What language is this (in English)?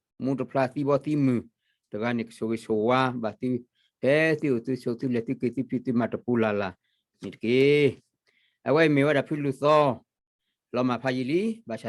S'gaw Karen